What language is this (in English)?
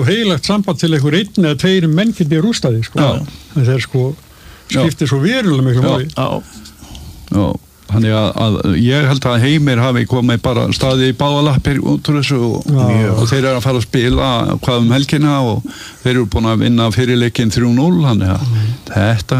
Icelandic